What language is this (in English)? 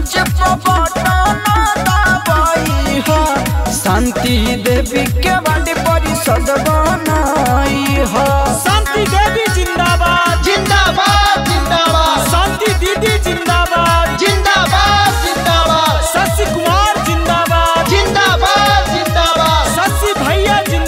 Bhojpuri